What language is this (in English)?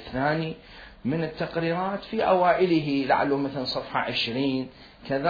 Mesopotamian Arabic